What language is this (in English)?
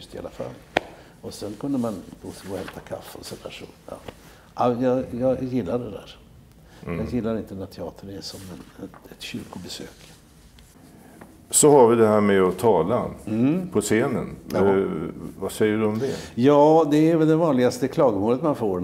Swedish